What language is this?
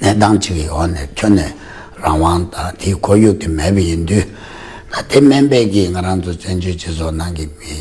Tibetan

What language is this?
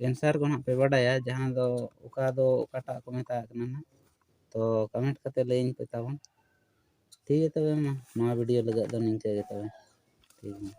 Santali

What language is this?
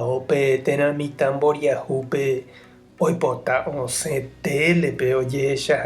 Guarani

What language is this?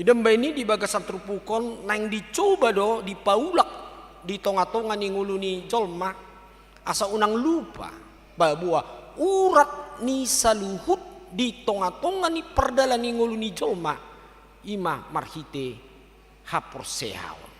Batak Toba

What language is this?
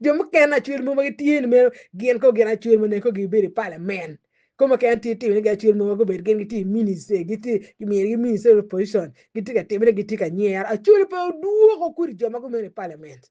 Acoli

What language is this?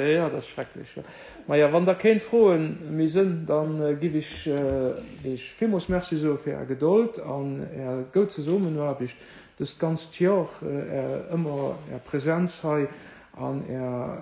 Luxembourgish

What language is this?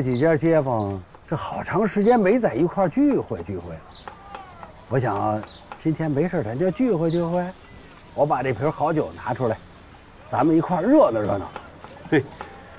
Chinese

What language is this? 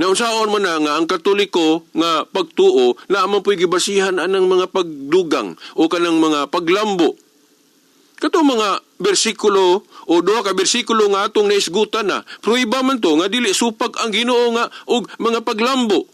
Cebuano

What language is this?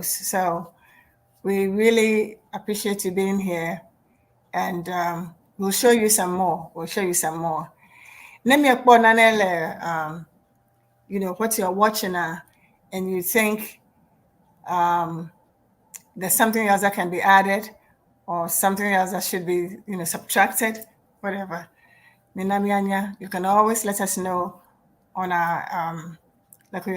Ewe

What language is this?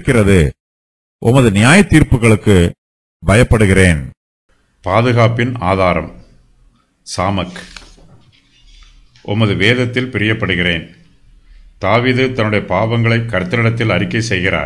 Tamil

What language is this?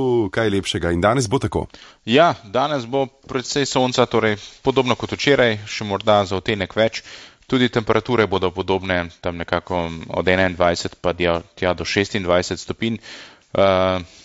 Slovenian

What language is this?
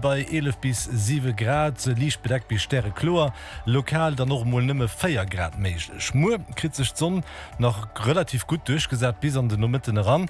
Luxembourgish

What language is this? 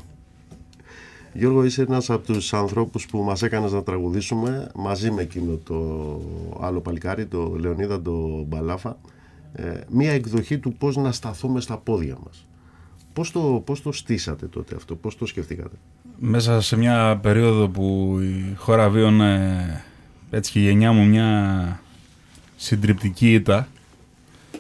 Greek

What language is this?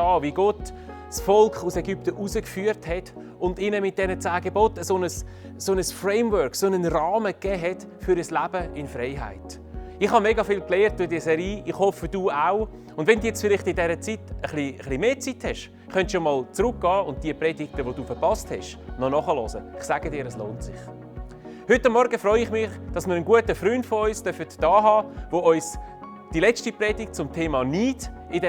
Swiss German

